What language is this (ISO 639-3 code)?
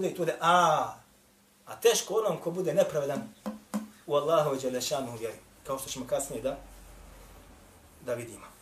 bos